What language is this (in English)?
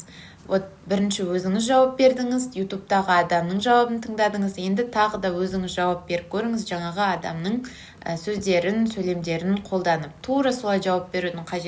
Kazakh